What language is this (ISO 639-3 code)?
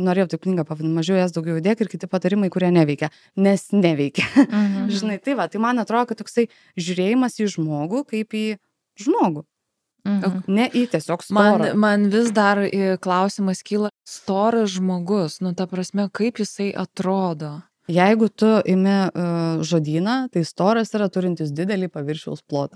lit